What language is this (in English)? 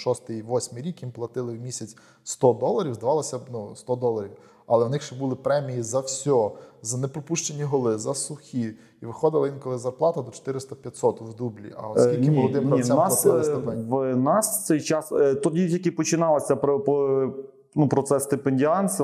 Ukrainian